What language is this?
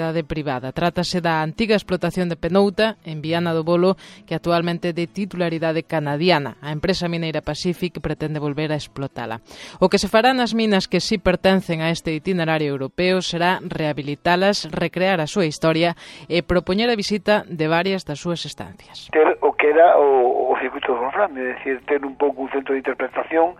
Galician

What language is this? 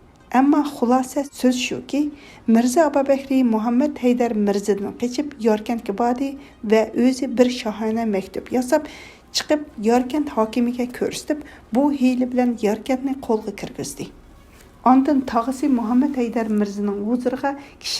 Uyghur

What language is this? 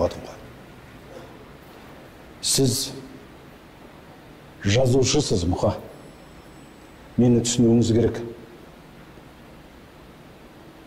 Kazakh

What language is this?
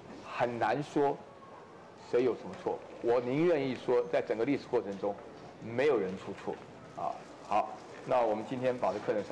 Chinese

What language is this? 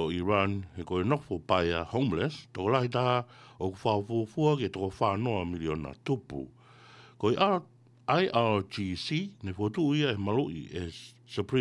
Tongan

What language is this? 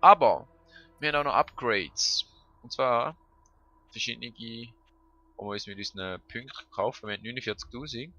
Swiss German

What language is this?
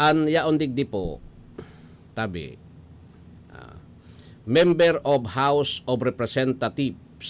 Bikol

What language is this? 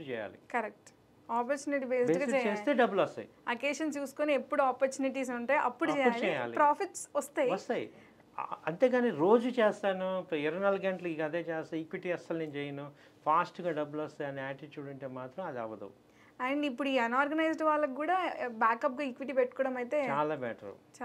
Telugu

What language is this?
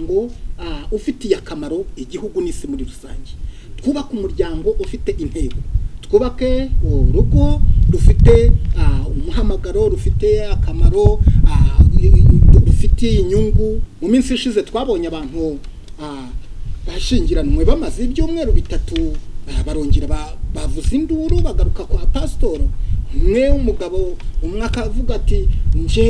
Kinyarwanda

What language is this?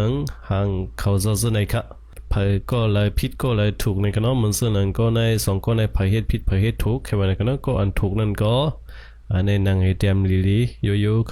Shan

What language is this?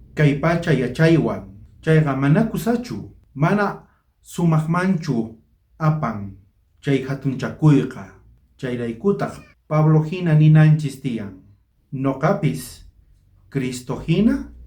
South Bolivian Quechua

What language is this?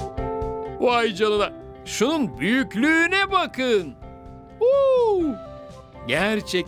Turkish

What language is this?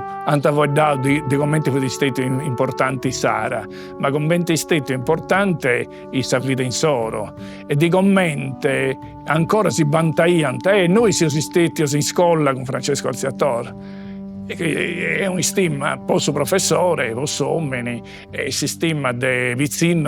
Sardinian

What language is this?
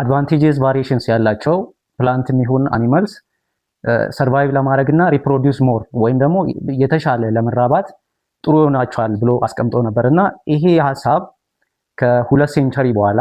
Amharic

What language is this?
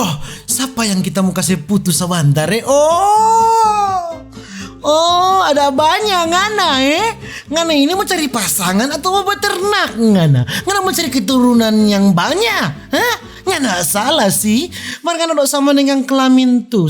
Manado Malay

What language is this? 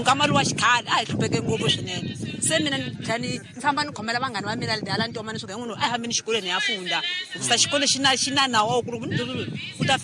Tsonga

